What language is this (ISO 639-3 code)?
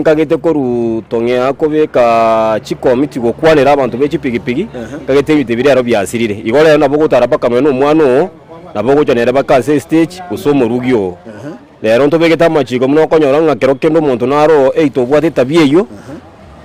guz